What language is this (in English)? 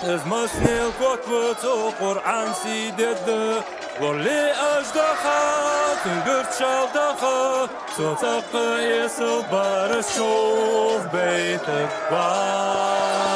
Ingush